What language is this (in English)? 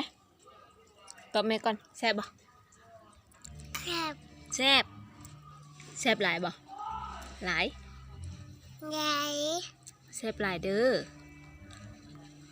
Lao